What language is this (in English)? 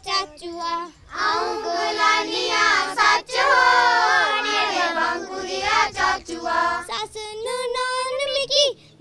Dogri